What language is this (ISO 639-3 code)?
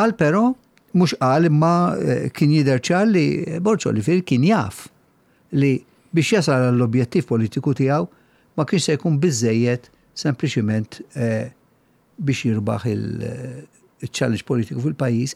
mlt